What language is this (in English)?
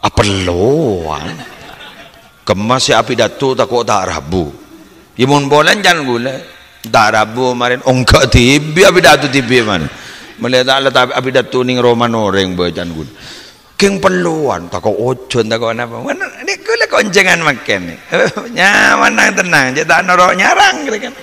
Madurese